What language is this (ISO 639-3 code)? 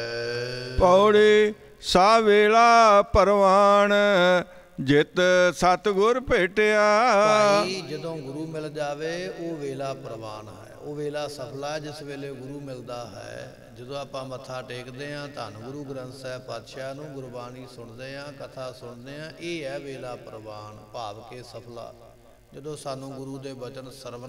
pan